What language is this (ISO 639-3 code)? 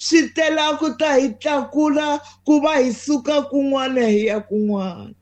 tso